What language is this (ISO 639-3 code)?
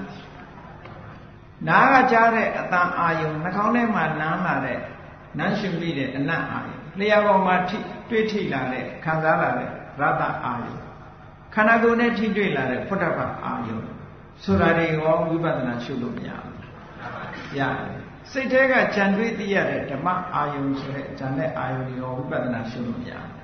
mya